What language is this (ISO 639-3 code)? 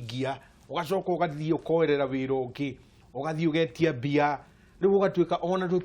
kik